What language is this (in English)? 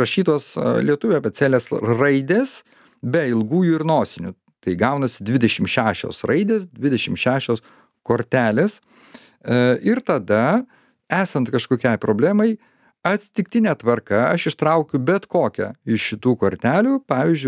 Lithuanian